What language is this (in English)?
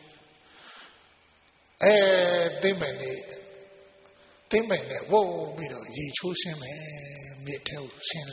Burmese